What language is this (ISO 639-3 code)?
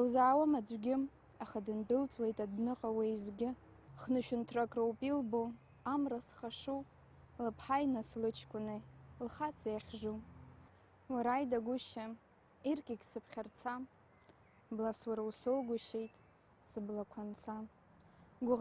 abk